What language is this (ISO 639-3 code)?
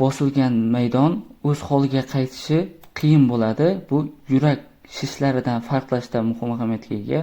uzb